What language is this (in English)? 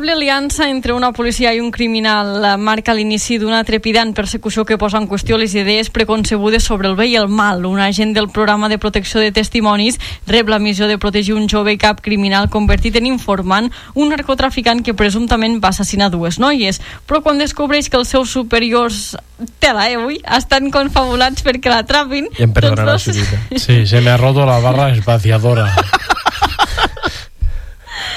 Catalan